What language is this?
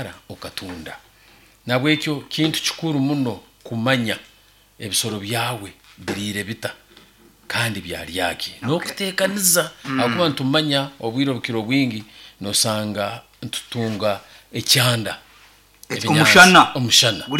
Nyankole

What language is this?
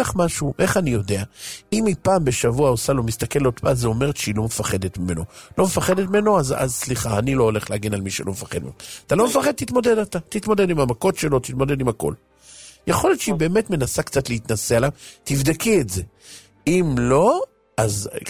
Hebrew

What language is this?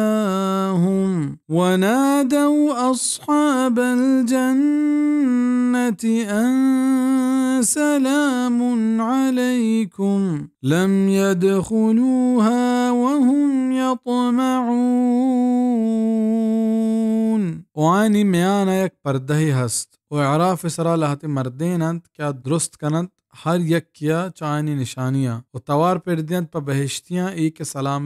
Baluchi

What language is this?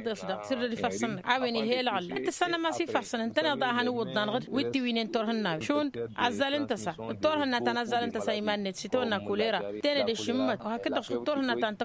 Tamasheq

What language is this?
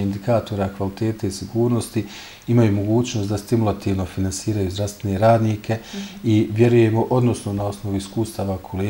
Bosnian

